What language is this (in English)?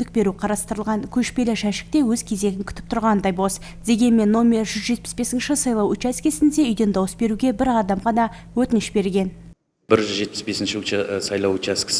Kazakh